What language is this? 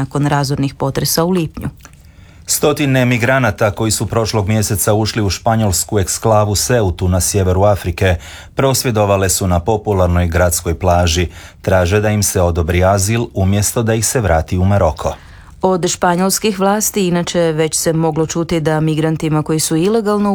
Croatian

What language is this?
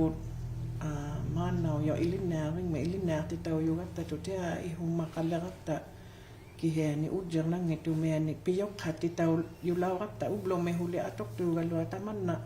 Inuktitut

